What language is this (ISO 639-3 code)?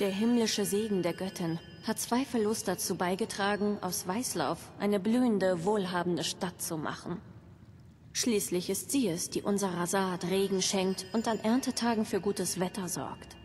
bar